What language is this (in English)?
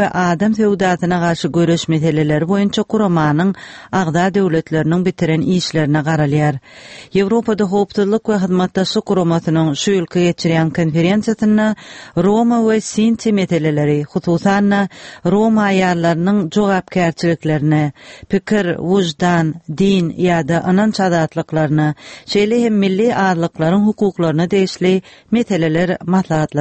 Turkmen